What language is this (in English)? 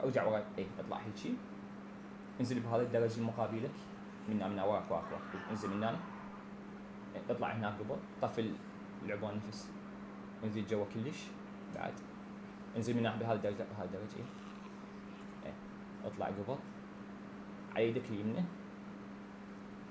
Mesopotamian Arabic